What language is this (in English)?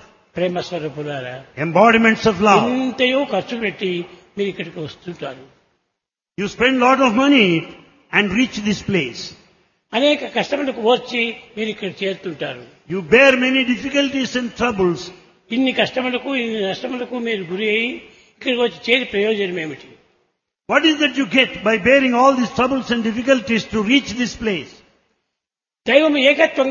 Telugu